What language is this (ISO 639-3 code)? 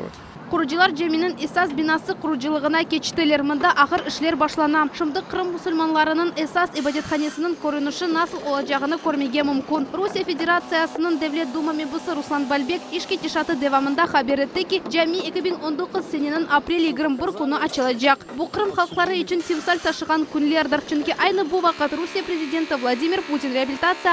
crh